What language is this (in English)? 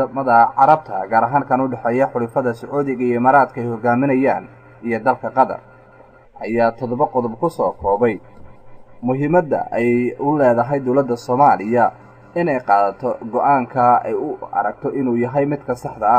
Somali